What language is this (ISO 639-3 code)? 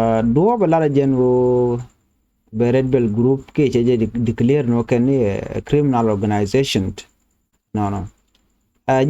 nus